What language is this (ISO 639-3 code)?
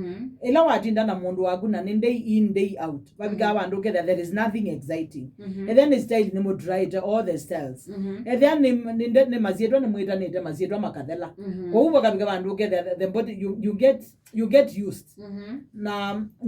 kam